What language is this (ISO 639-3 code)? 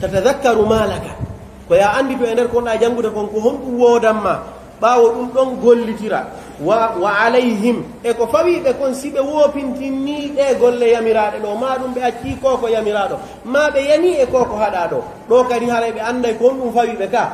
fuf